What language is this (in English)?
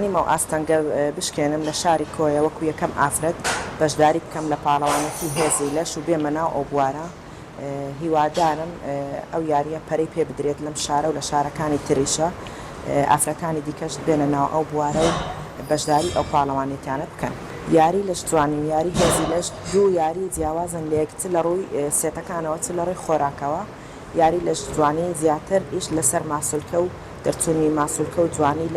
Central Kurdish